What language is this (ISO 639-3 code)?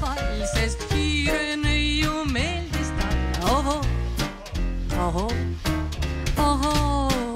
est